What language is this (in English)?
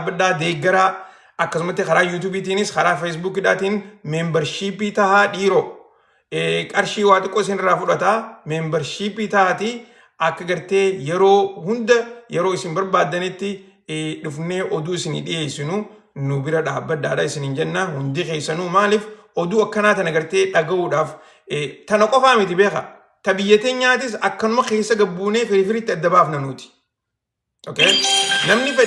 Oromo